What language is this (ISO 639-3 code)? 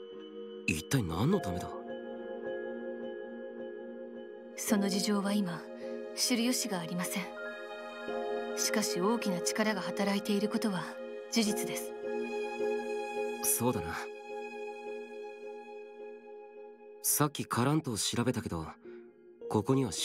jpn